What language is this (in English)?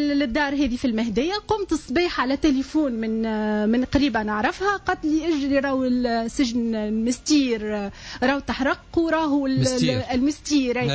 Tunisian Arabic